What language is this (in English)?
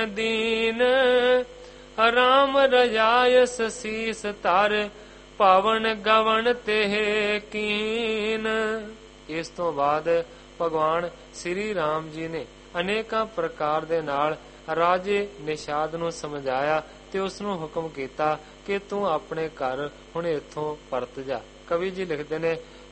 Punjabi